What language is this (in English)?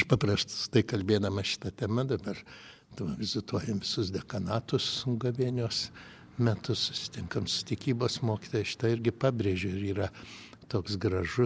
Lithuanian